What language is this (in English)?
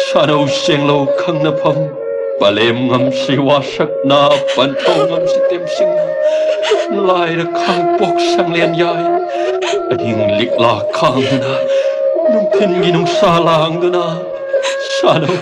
Manipuri